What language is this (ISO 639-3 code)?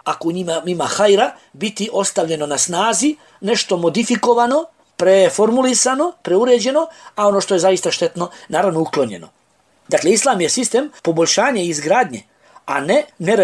bos